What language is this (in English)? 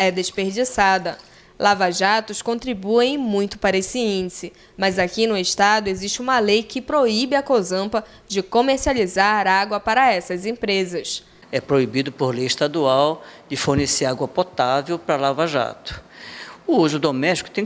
Portuguese